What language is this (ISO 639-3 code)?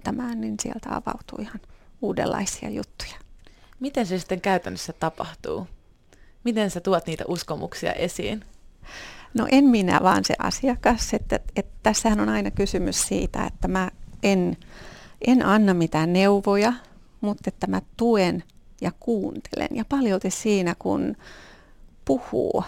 fin